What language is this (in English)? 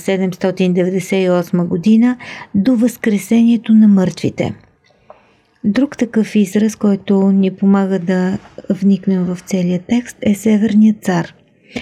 Bulgarian